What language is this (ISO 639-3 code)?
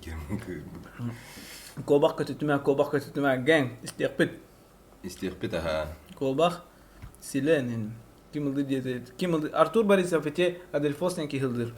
sah